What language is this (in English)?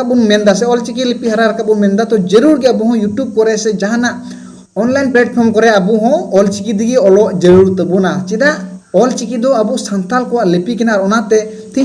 Santali